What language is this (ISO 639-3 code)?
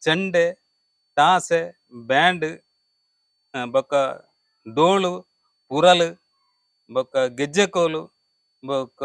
tcy